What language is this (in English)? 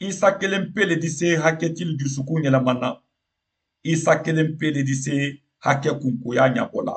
Mandingo